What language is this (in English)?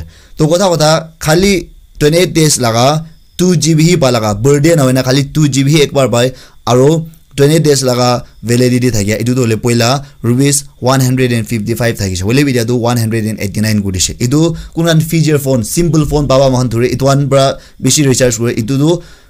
Naga Pidgin